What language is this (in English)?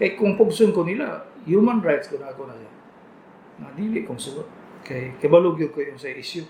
Cebuano